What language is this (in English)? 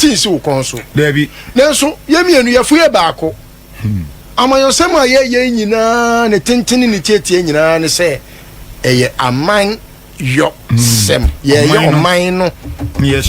Akan